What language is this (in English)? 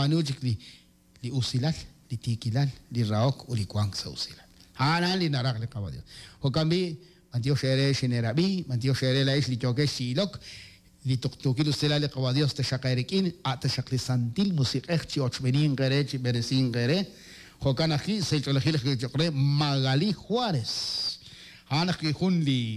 Kekchí